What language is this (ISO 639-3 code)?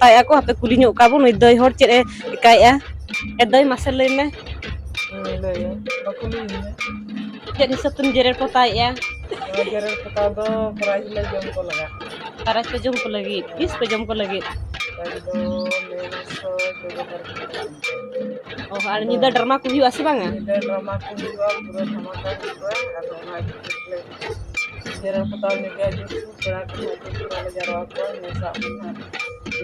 sat